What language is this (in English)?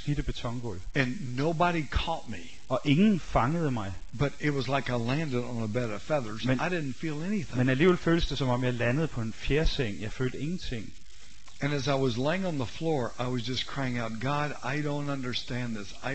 Danish